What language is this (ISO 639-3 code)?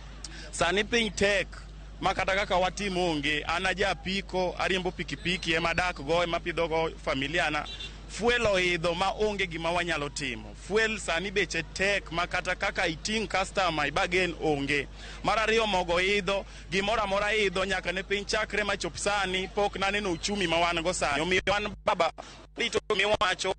luo